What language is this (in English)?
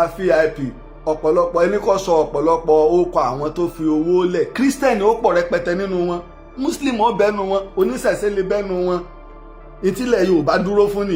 Yoruba